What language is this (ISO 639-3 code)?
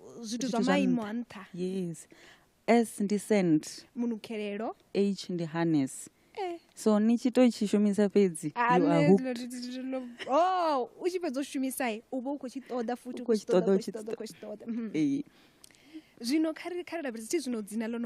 ven